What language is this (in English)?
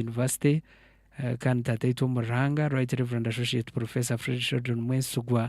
Nyankole